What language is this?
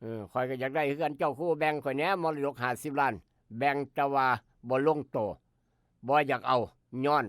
Northeastern Thai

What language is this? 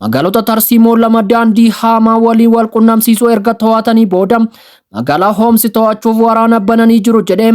Oromo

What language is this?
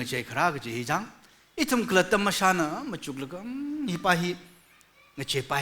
Tangkhul Naga (India)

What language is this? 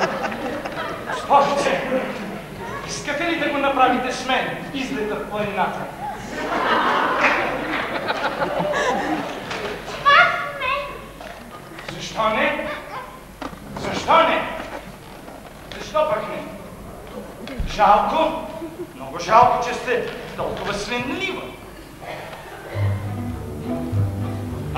Bulgarian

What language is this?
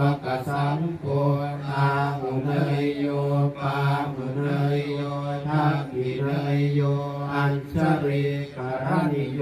Pali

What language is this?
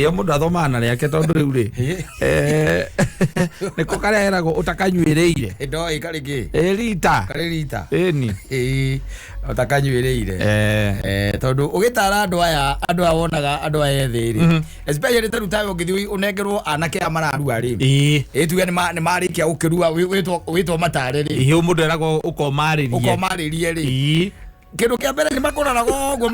Kikuyu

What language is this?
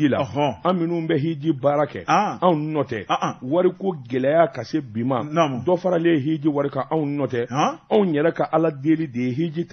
Bambara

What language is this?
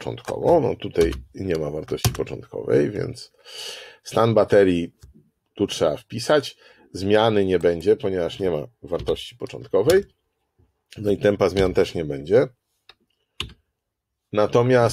Polish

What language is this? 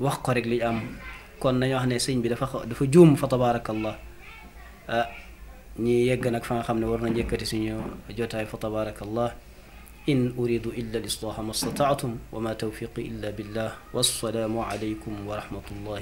Wolof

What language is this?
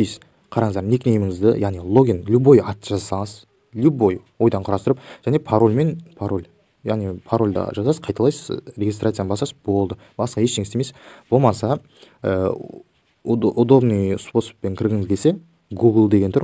Kazakh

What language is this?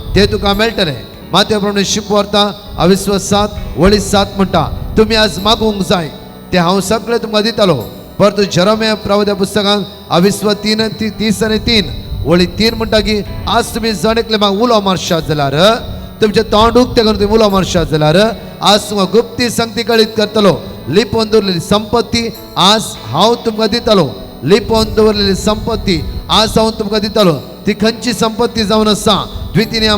Konkani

